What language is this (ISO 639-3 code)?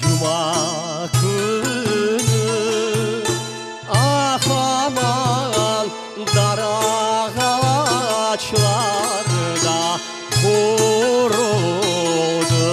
crh